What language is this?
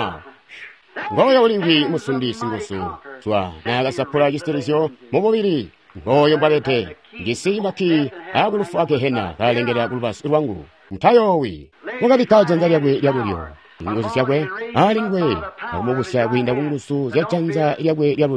Tonga (Zambia)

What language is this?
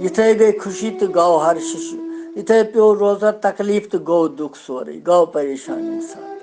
Kashmiri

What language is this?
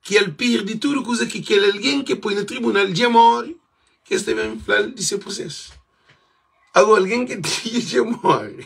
Kabuverdianu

